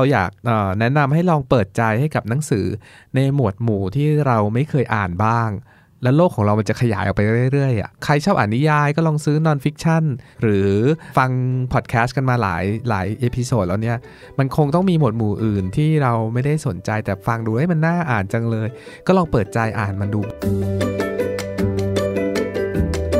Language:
Thai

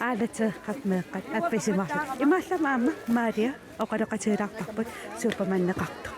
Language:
Kalaallisut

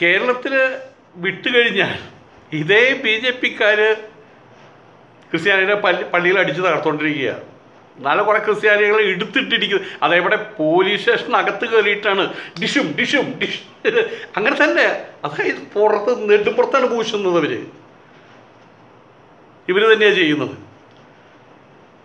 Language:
Malayalam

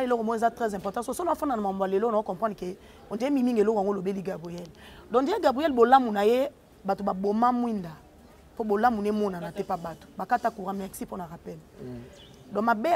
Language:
Lingala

